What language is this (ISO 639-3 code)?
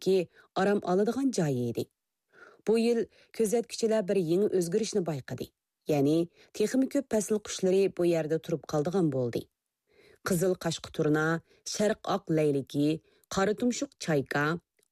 uig